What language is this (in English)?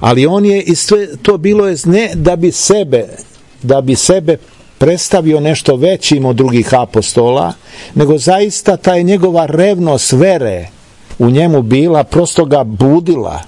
Serbian